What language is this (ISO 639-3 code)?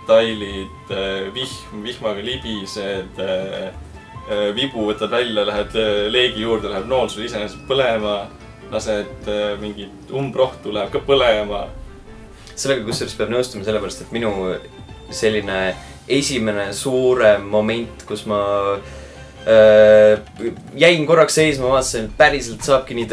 est